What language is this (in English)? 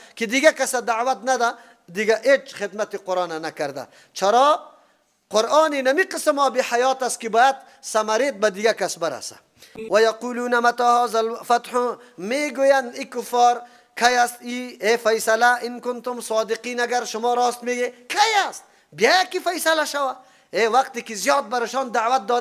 Persian